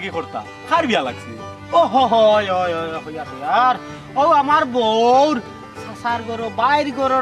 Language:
Sylheti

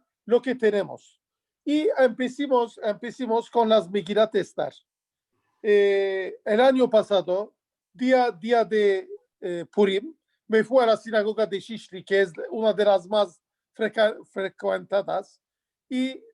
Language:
Ladino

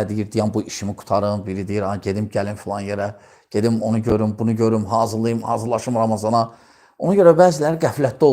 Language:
Azerbaijani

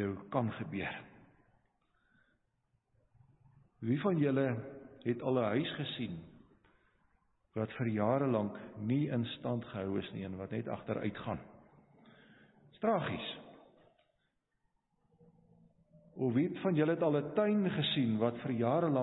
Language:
Afrikaans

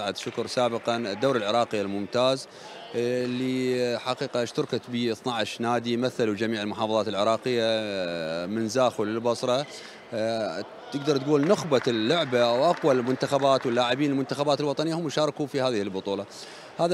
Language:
Mesopotamian Arabic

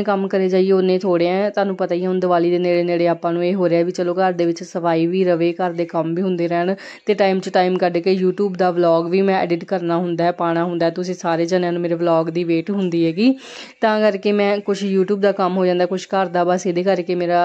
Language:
Punjabi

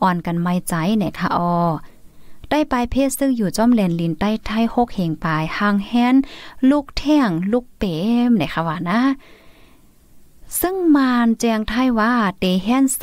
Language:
Shan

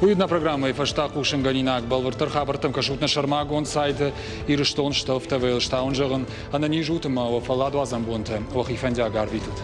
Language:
Ossetic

